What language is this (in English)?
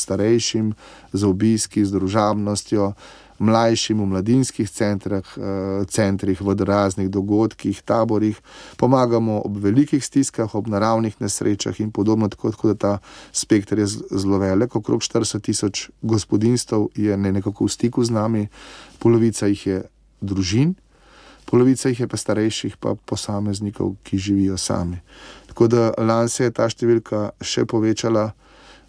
Slovenian